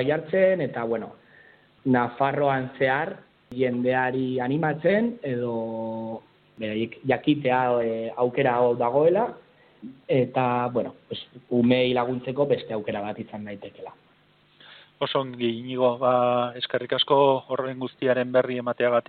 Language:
Basque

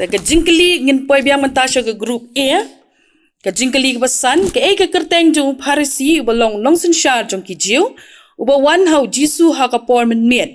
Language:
Khasi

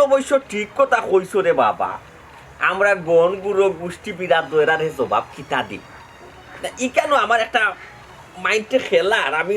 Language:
Sylheti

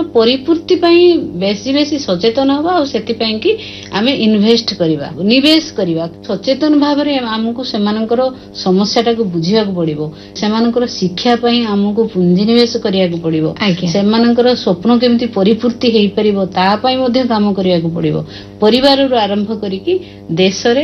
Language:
Odia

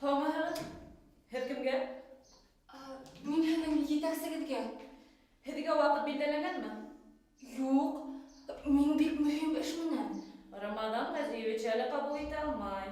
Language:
Bashkir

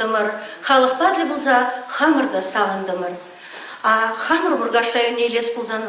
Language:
Chuvash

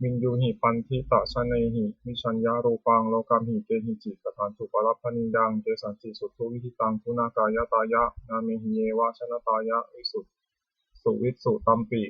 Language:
Pali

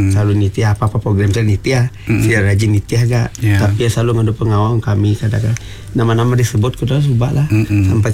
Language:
Iban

